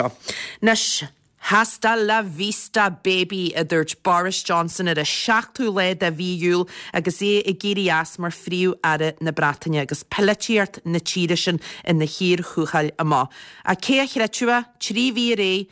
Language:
Irish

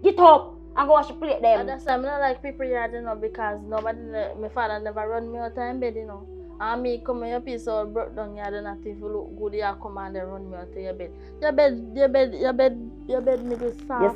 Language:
Jamaican Creole English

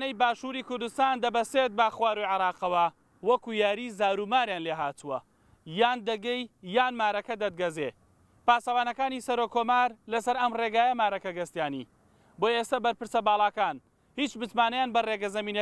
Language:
Central Kurdish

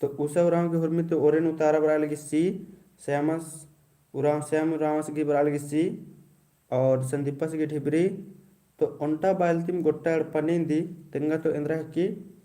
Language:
Kurukh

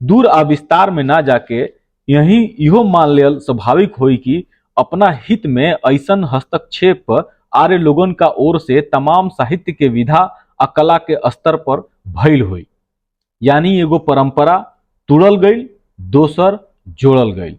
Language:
Bhojpuri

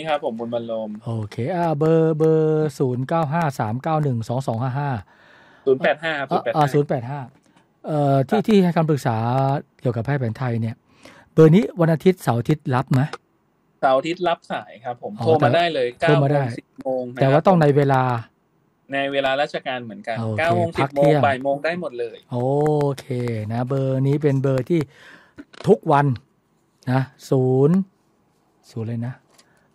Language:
Thai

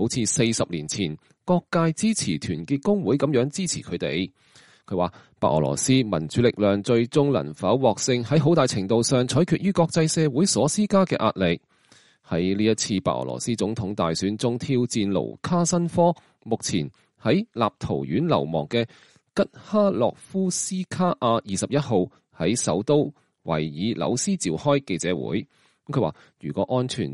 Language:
Cantonese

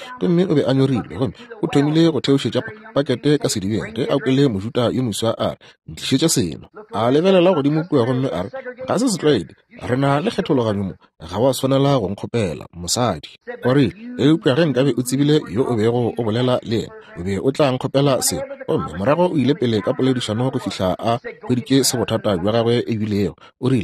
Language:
Northern Sotho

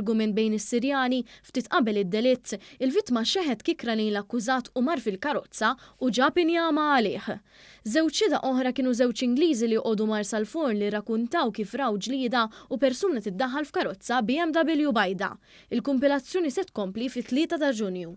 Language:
Maltese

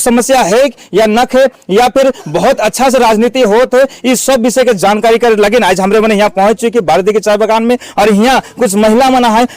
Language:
Sadri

